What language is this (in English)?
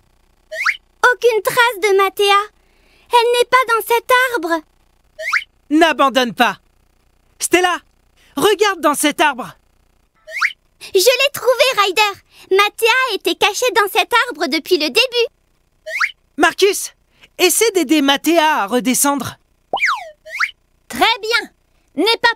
French